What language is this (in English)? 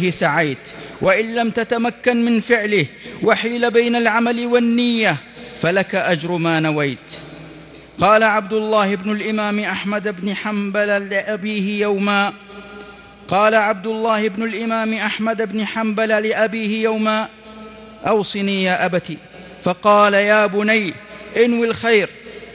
Arabic